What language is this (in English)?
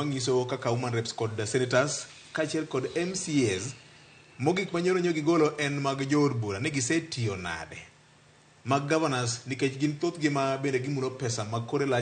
Luo (Kenya and Tanzania)